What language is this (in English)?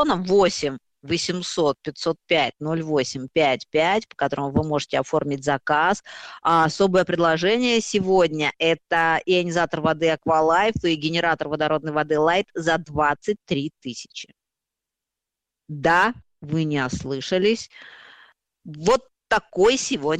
Russian